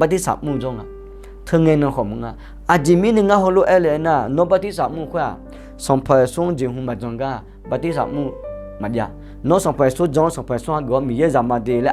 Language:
Akha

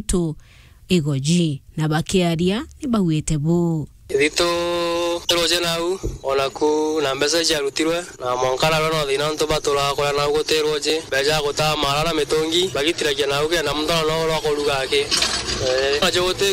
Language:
Meru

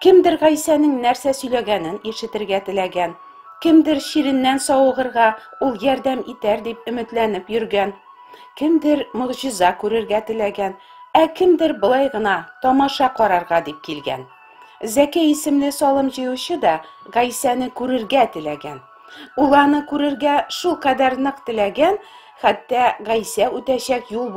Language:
Tatar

